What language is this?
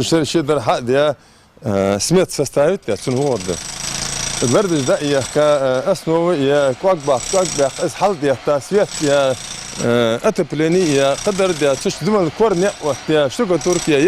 Ingush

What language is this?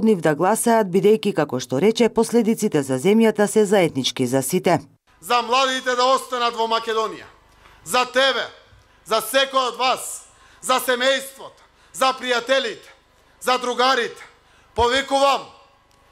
Macedonian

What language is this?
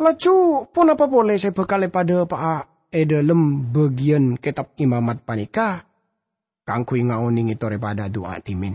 Madurese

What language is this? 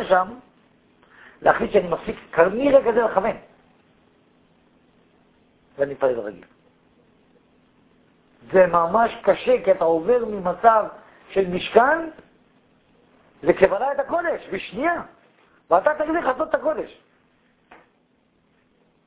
Hebrew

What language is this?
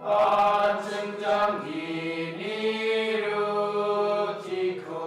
Garo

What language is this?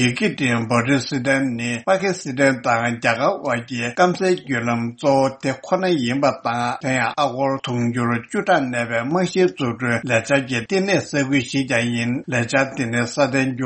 Tibetan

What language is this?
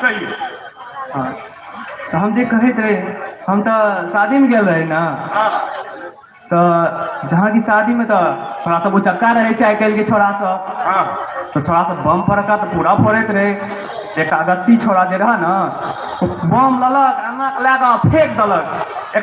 Maithili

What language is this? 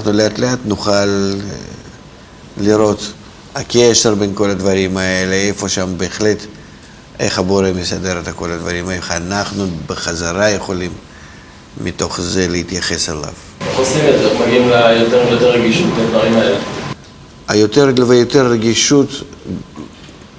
Hebrew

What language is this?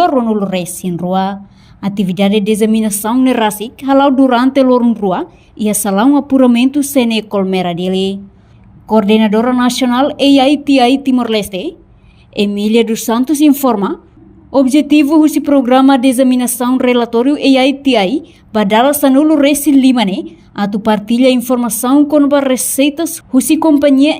Tetum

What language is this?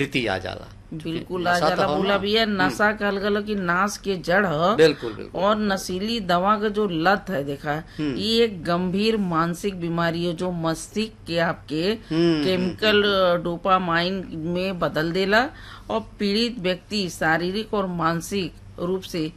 Bhojpuri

